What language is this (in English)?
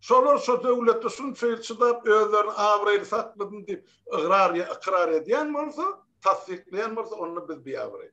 Turkmen